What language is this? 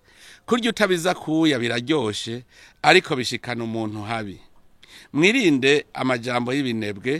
Rundi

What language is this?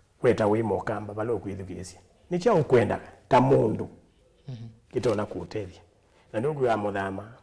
Kamba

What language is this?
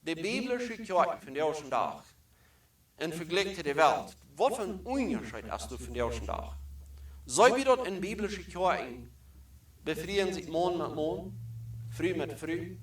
Plautdietsch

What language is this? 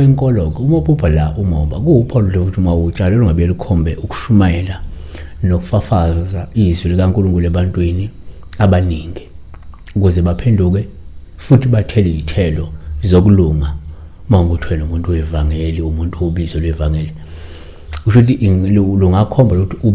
Zulu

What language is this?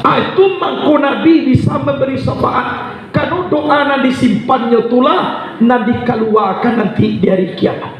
Minangkabau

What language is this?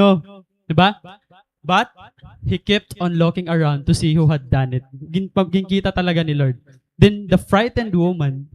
Waray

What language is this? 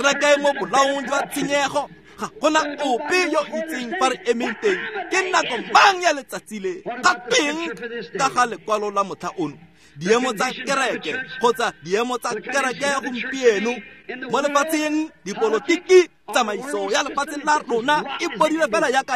Tswana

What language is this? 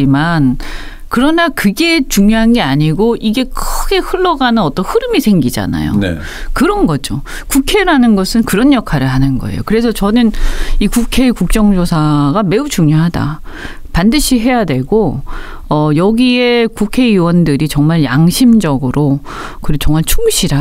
Korean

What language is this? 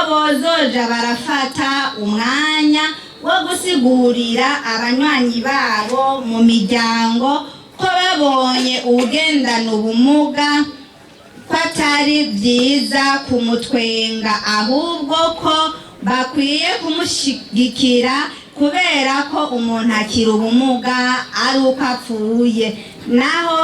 Rundi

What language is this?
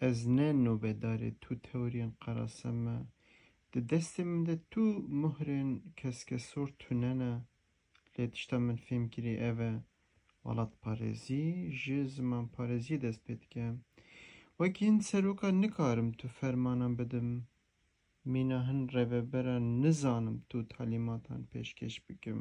Kurdish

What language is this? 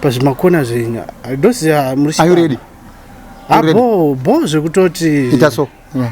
Shona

